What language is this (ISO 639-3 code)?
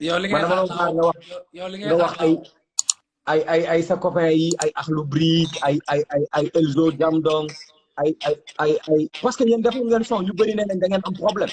wol